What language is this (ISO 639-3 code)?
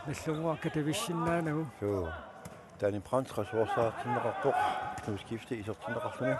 kal